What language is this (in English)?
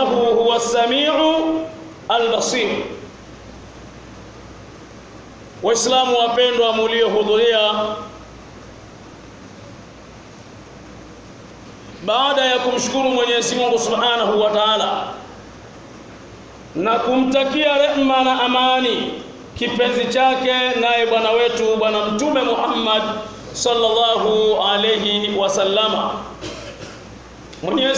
Swahili